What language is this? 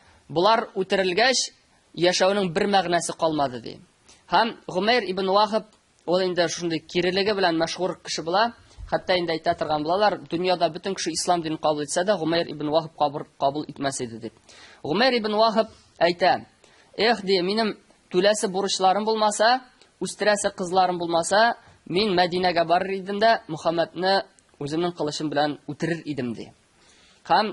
Tatar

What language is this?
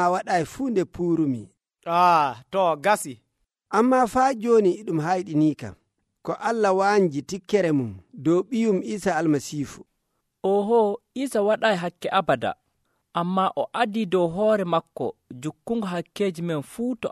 Nigerian Fulfulde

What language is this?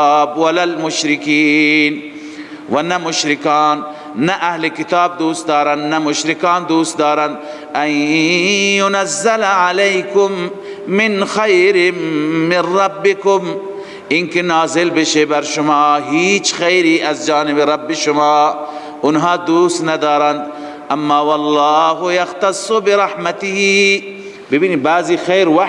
Persian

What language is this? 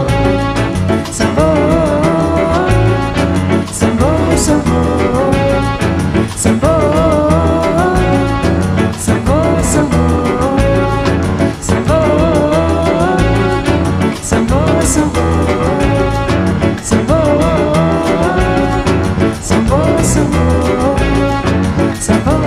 Portuguese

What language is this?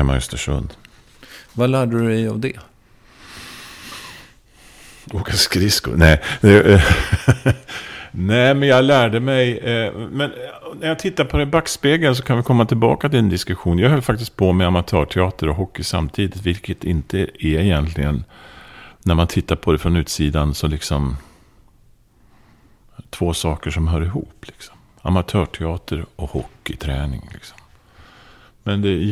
Swedish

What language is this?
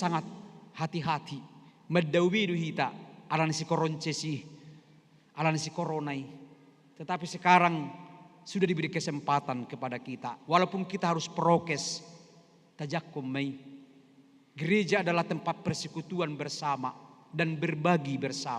Batak Toba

